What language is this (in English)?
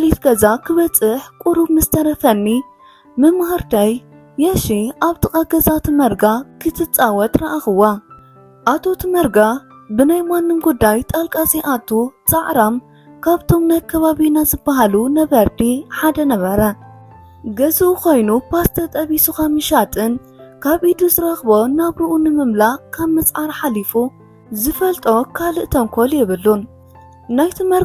Tigrinya